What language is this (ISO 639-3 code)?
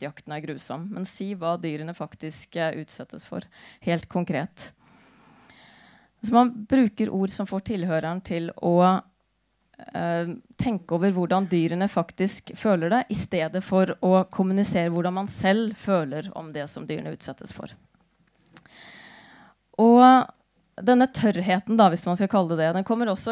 nor